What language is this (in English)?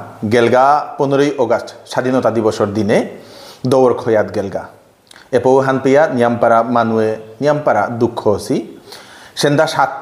Bishnupriya